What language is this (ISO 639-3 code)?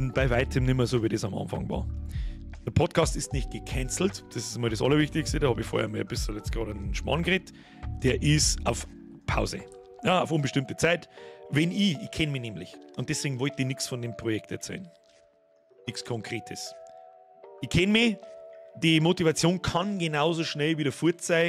bar